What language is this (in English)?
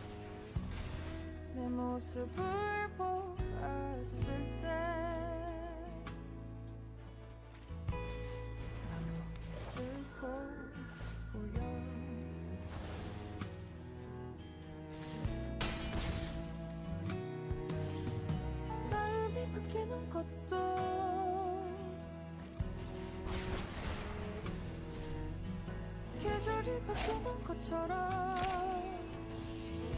Korean